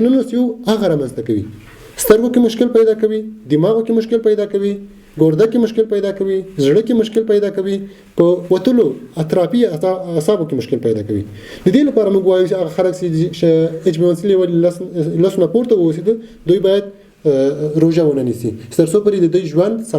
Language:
Pashto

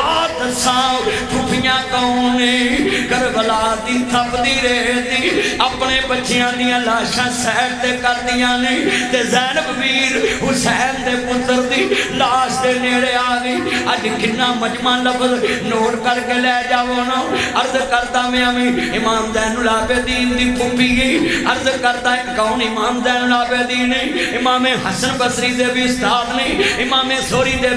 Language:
Western Panjabi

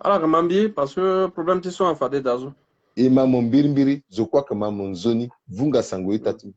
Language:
Sango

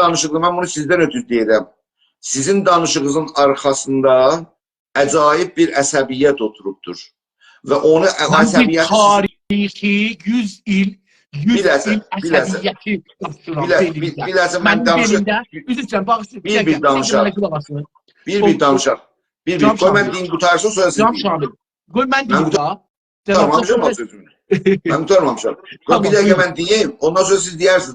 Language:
South Azerbaijani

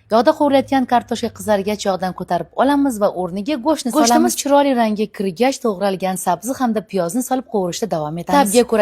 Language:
Uzbek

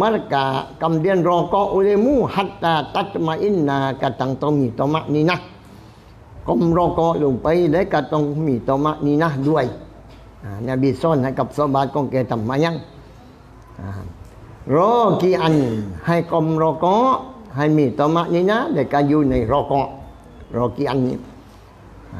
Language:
Thai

